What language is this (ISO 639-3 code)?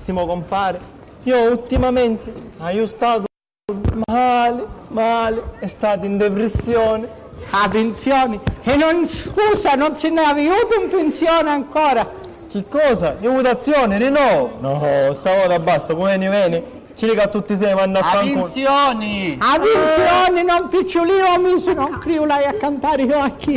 scn